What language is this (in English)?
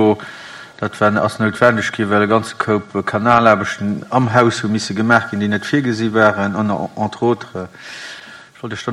Luxembourgish